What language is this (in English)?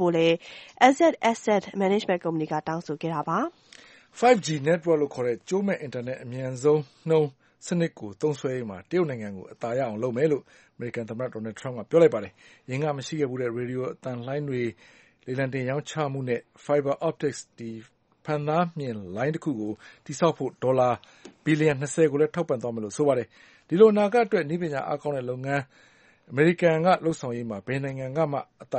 Burmese